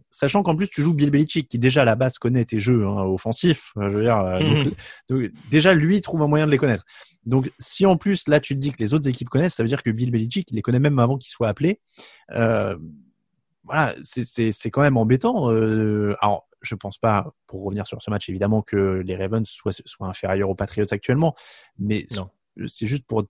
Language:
French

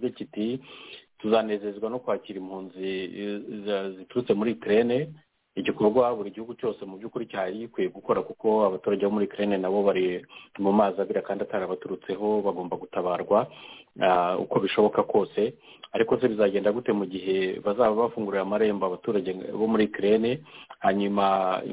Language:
Kinyarwanda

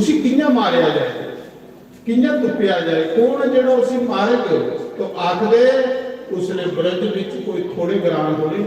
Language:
Dogri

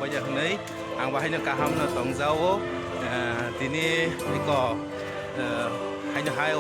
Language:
Kok Borok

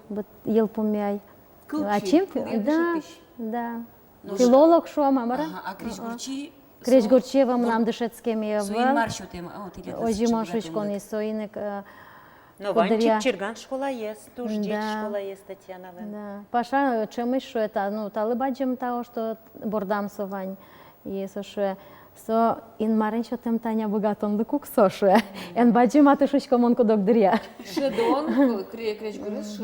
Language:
Udmurt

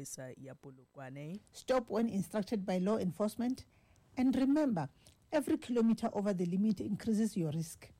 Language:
Tsonga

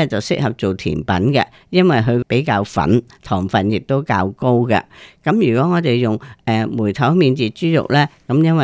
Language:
Cantonese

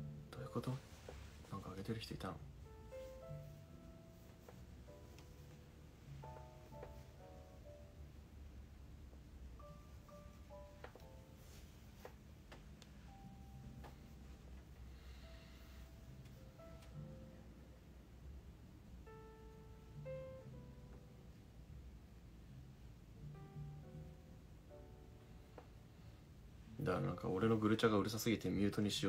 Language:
Japanese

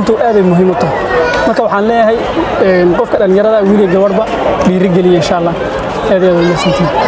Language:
Somali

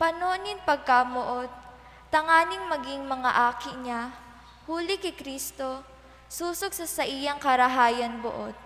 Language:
Bikol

